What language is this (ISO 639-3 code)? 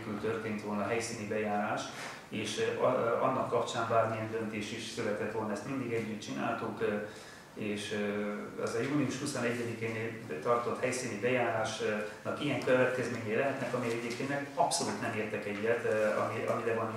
hun